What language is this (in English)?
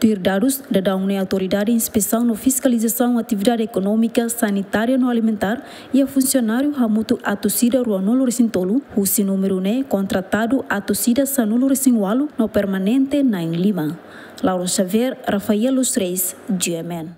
Tetum